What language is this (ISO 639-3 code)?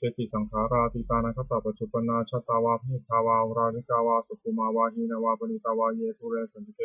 pli